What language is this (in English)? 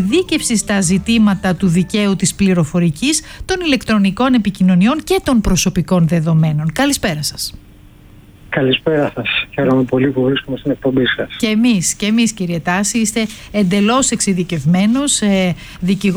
Greek